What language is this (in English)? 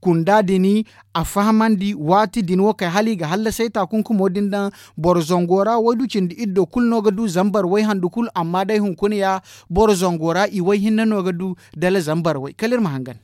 Zarma